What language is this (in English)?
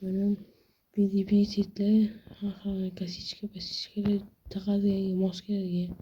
Uzbek